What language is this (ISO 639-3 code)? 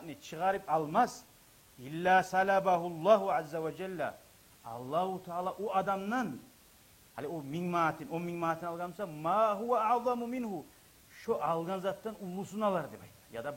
kum